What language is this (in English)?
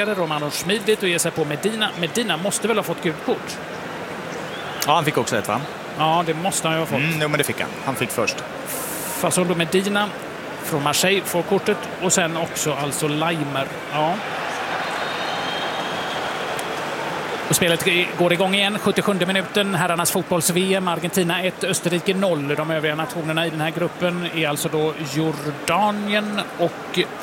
Swedish